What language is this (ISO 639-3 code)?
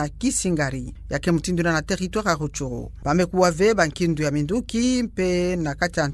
ktu